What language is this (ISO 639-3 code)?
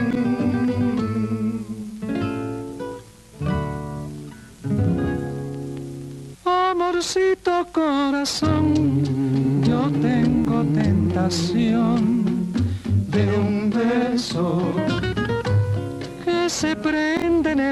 spa